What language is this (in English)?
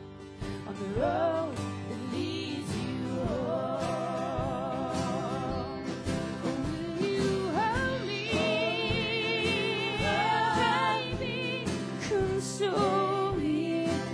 English